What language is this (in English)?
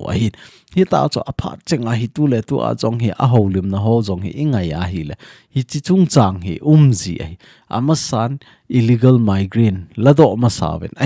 Thado Chin